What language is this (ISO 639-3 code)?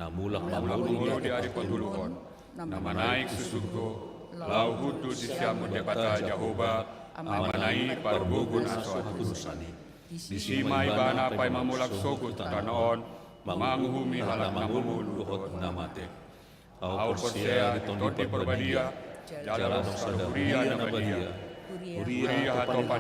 bbc